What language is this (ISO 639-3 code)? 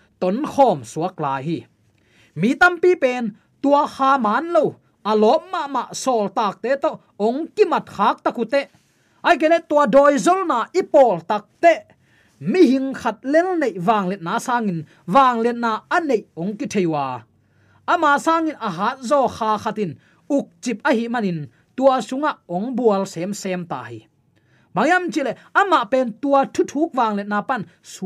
ctd